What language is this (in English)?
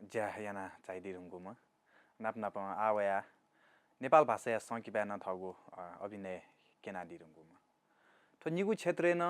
Newari